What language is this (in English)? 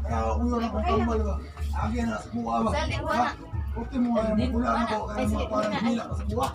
Cebuano